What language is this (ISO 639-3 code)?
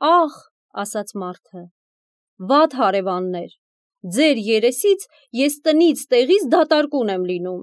hye